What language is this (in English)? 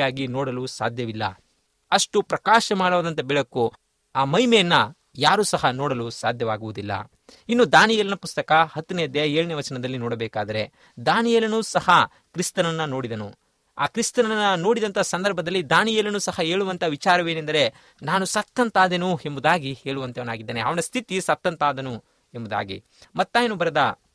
Kannada